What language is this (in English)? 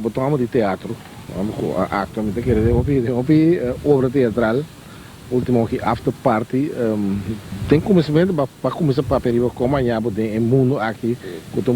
Papiamento